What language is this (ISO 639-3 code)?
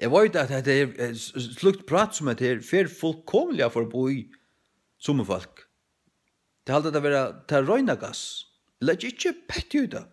fao